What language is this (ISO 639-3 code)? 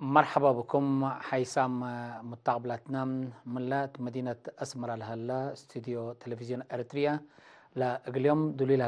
tig